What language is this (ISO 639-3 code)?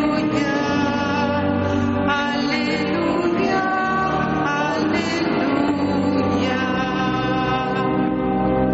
eus